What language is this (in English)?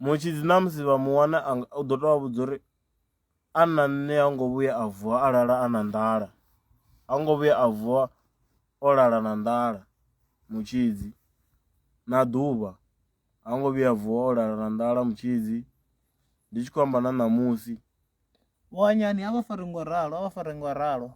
Venda